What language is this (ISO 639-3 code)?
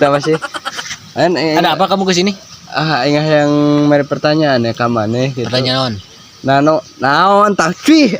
sun